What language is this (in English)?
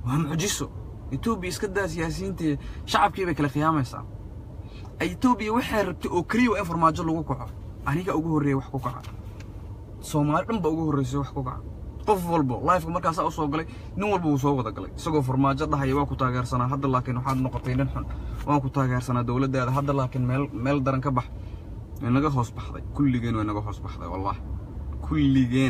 Somali